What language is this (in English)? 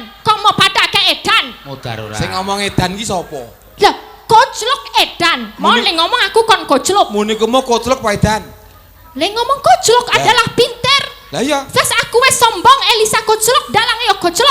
Javanese